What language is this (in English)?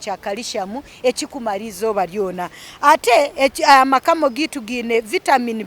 Nyankole